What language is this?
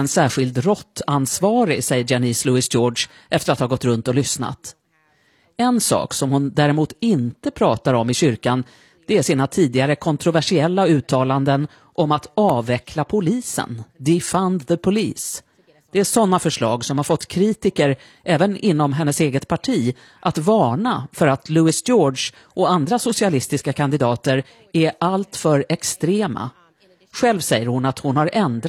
Swedish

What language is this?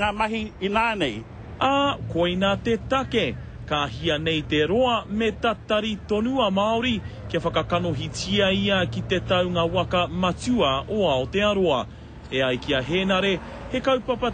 Māori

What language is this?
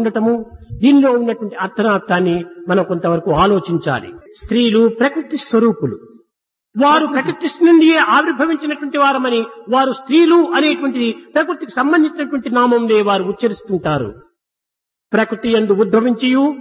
Telugu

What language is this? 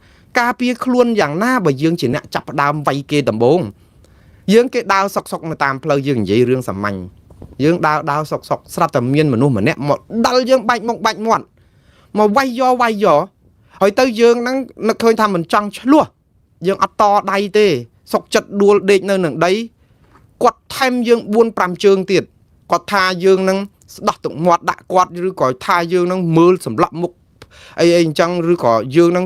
Khmer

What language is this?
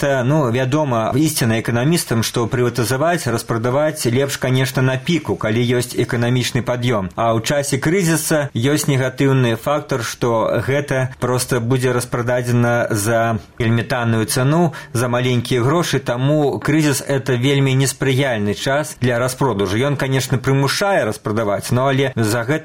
Belarusian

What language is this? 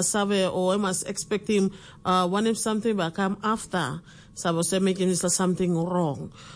Tok Pisin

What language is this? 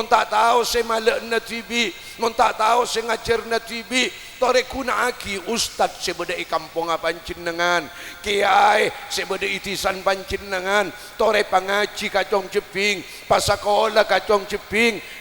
Madurese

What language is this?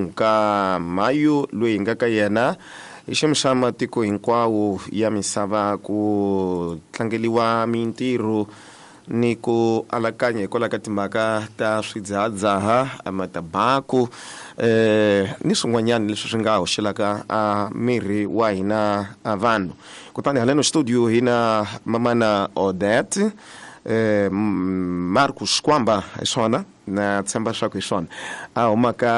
Tsonga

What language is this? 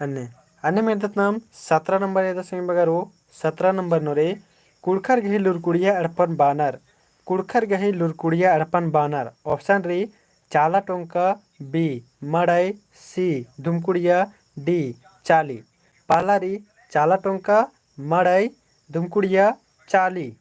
Kurukh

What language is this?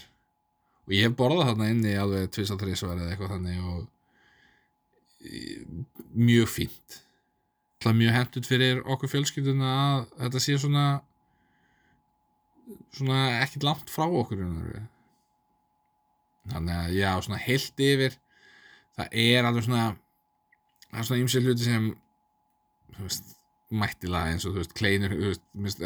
Icelandic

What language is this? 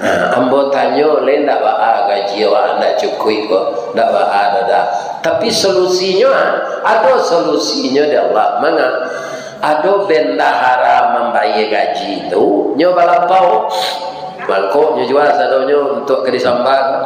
Minangkabau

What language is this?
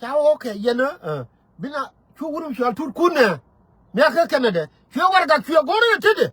Nuer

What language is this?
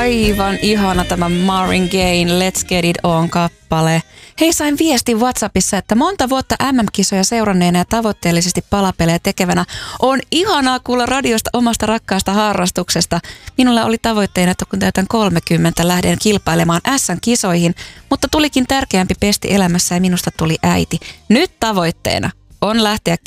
Finnish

